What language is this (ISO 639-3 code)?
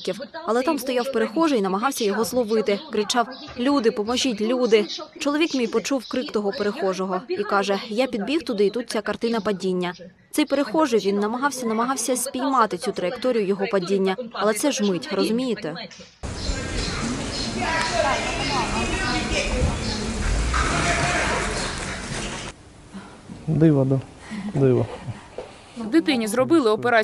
ukr